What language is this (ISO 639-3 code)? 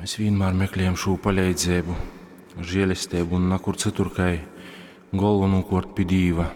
ltg